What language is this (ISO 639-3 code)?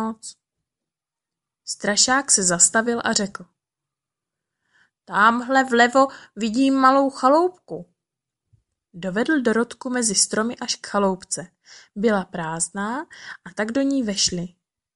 ces